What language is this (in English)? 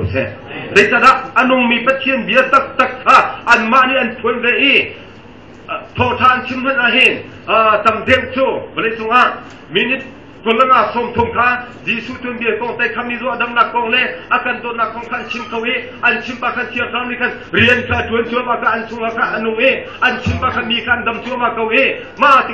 Hakha Chin